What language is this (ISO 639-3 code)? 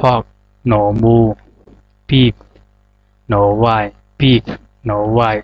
zha